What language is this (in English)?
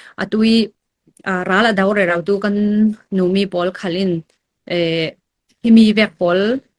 Falam Chin